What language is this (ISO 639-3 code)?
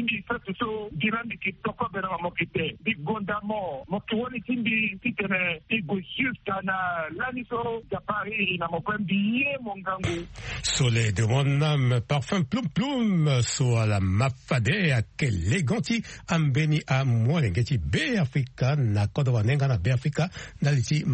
sag